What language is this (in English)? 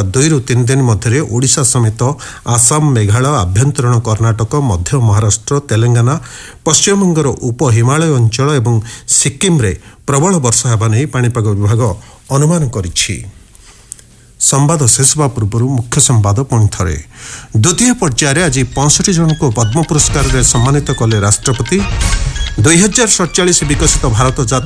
Odia